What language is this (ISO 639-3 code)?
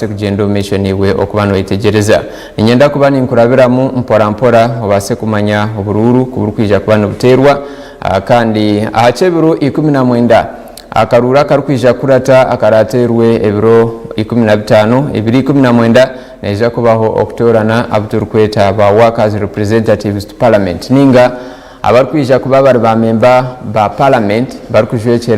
nyn